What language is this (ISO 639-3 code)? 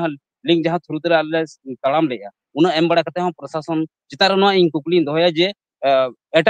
sat